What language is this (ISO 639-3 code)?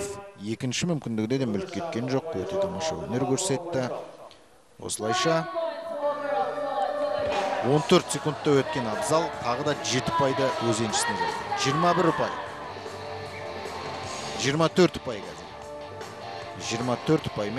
kaz